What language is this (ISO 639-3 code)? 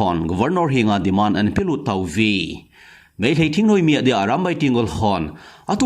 tcz